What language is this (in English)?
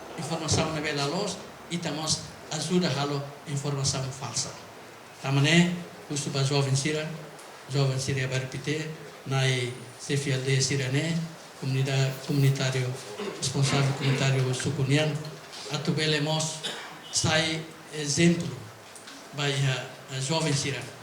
Tetum